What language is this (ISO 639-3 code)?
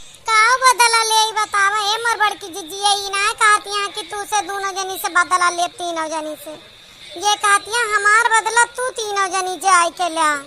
awa